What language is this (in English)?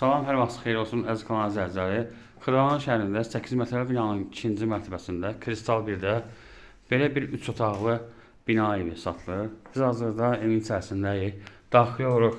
Azerbaijani